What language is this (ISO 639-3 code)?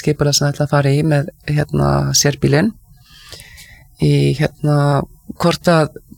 isl